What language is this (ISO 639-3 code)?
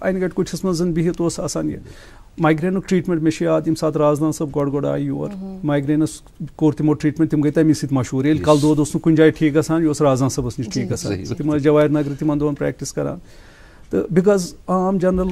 kas